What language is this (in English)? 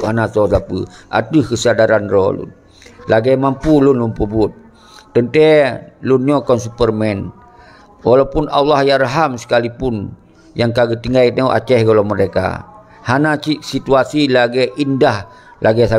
Achinese